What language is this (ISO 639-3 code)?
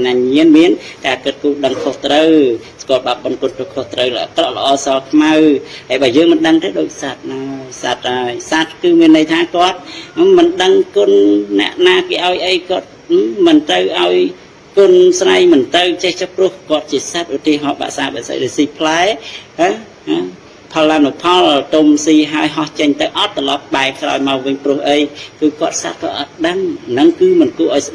khm